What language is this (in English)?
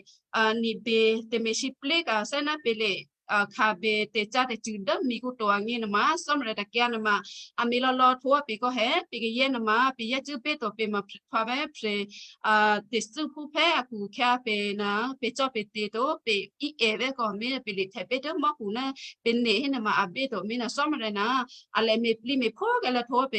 Western Kayah